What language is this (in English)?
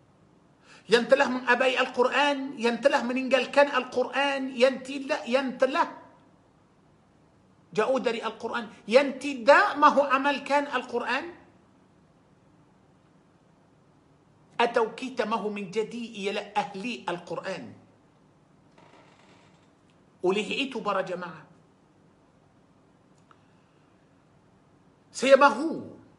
Malay